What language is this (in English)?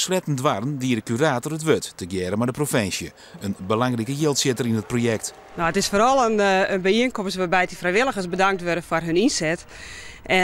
Western Frisian